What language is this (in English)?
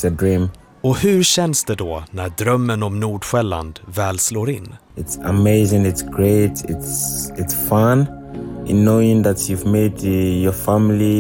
Swedish